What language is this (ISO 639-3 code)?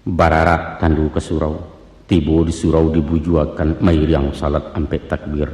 min